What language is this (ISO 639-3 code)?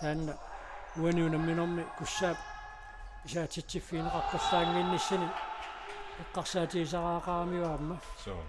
kal